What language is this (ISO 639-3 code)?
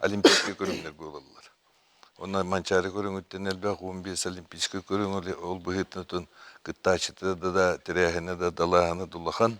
sah